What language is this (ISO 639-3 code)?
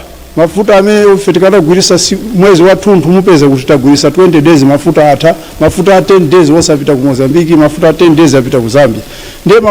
nya